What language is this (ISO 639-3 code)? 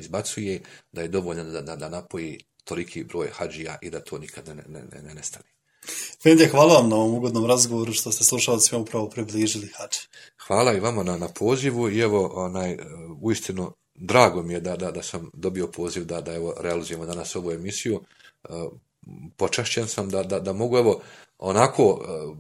bos